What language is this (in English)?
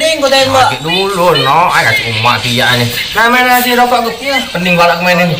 Musi